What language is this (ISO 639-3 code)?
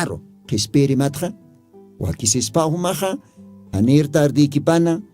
aym